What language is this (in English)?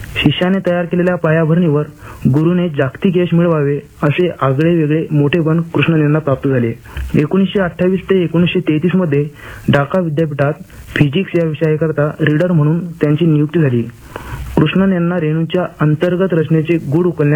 Marathi